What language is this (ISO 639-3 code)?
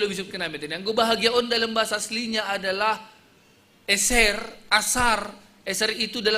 bts